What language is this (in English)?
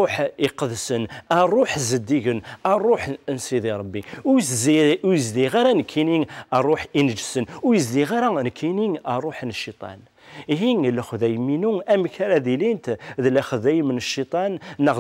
Kabyle